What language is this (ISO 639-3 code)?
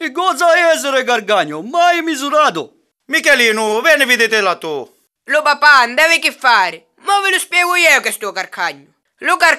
scn